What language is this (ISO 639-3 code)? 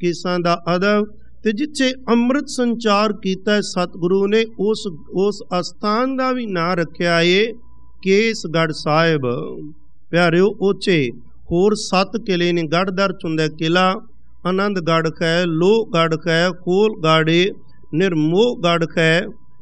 pan